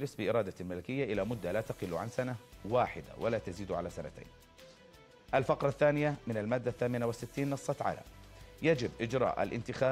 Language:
Arabic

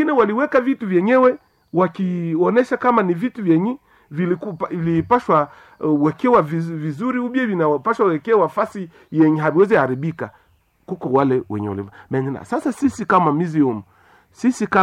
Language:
Swahili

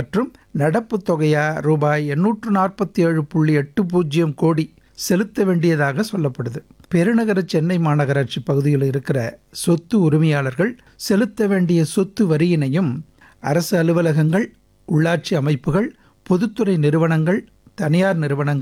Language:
Tamil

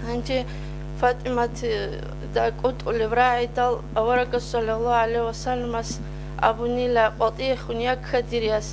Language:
Avaric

